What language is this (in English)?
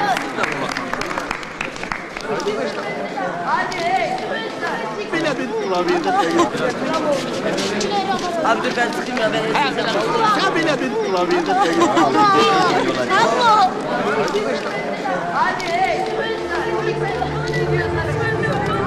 Turkish